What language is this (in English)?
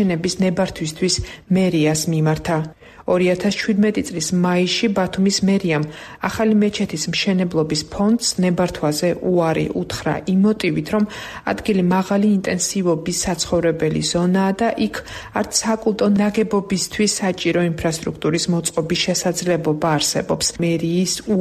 Georgian